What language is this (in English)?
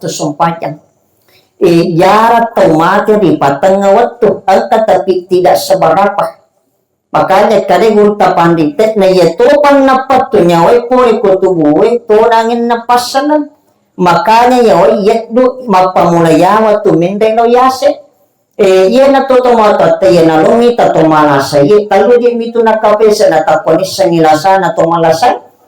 Buginese